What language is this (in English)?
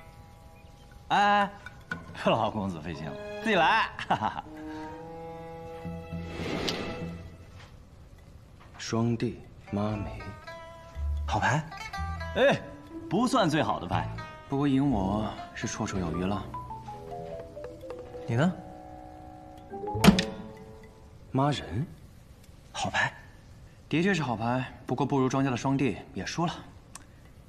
Chinese